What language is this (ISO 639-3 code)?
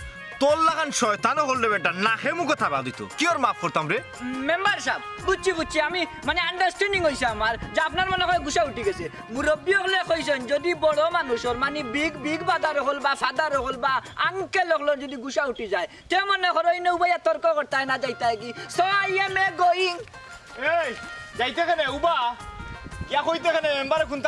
syl